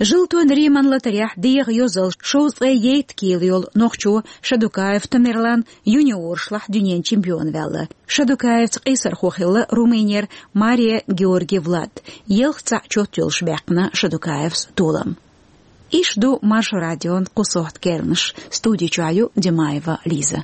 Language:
Chechen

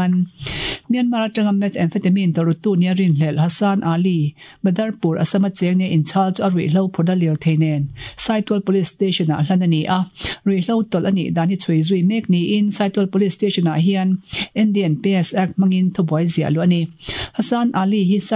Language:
Mizo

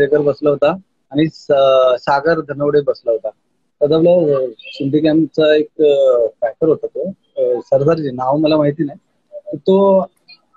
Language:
Marathi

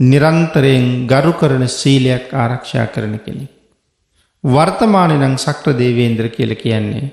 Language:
Sinhala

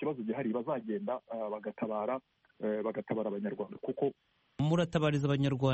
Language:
Kinyarwanda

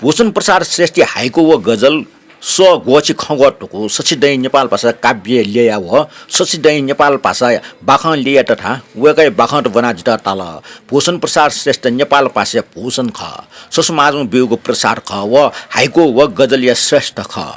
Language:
Newari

